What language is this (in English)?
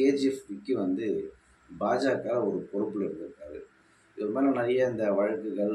Tamil